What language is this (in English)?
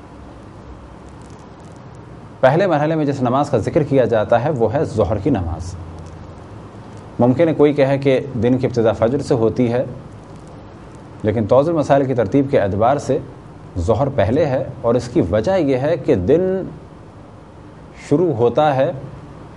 Urdu